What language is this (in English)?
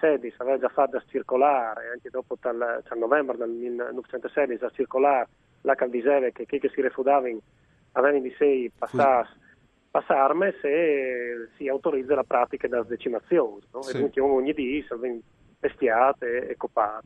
Friulian